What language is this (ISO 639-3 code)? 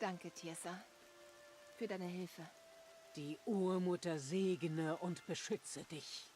gsw